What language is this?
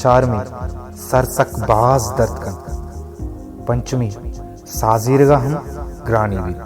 Baluchi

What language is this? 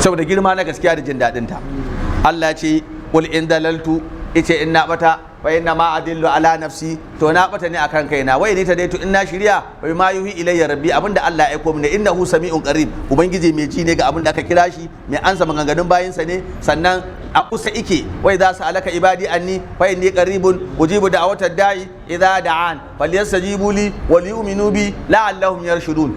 Hausa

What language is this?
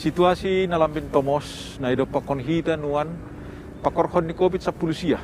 Batak Simalungun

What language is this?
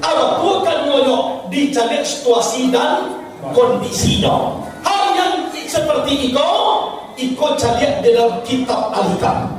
Minangkabau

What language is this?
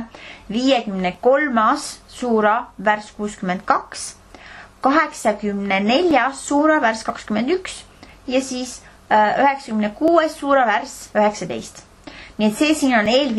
Estonian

